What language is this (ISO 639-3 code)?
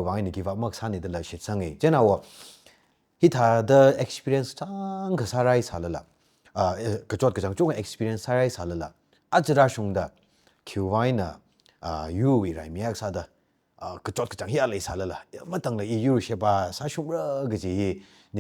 nmf